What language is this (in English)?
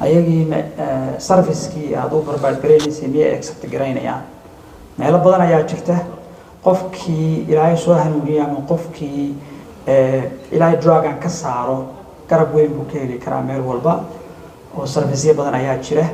Somali